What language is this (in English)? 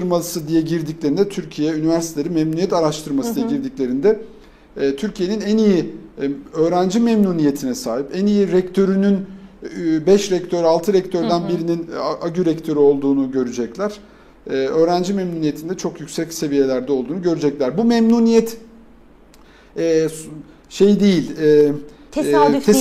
Turkish